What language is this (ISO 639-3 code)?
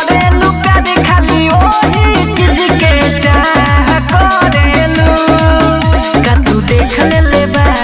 bho